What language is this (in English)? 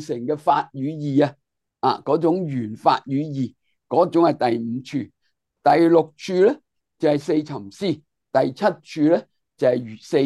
Cantonese